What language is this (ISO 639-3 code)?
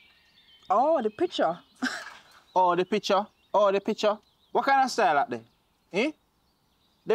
jam